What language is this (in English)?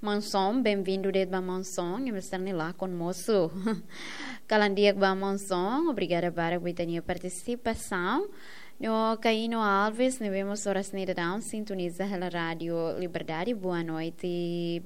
Tetum